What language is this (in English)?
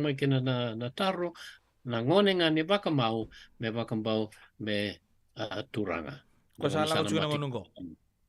Fijian